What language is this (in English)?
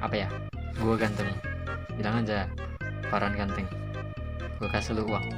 Betawi